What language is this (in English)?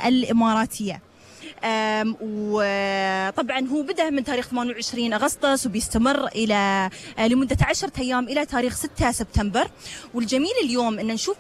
Gulf Arabic